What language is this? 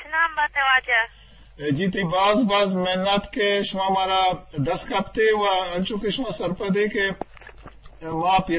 Eastern Balochi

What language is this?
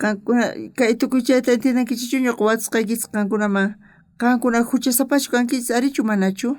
South Bolivian Quechua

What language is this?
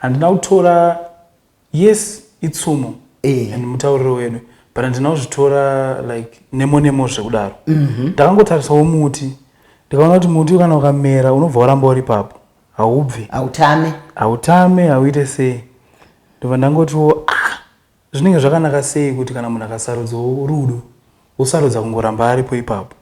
Shona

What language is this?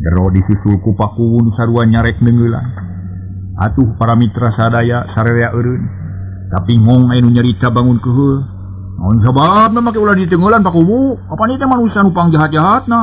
Sundanese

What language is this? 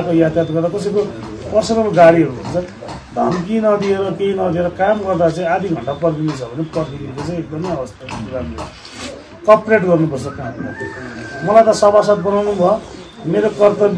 Nepali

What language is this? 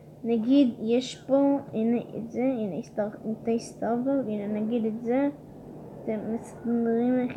Hebrew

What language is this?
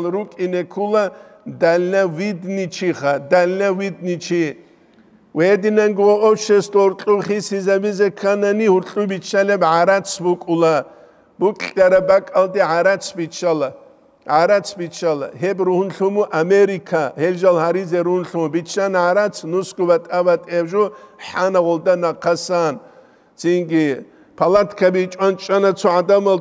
Avaric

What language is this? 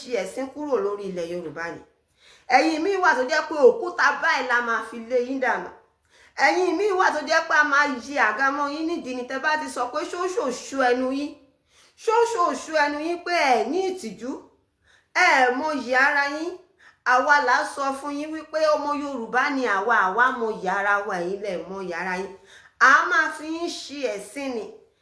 Yoruba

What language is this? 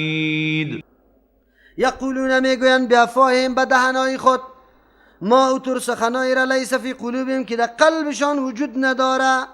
Persian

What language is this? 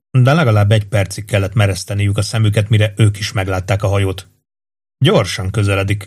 Hungarian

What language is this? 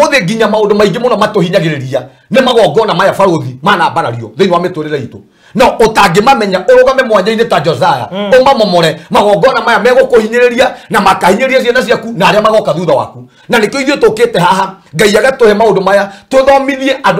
Kikuyu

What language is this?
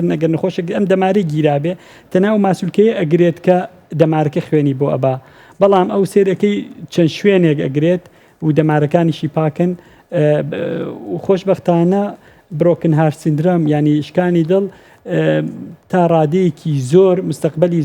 Central Kurdish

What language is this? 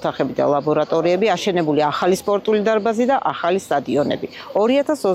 Georgian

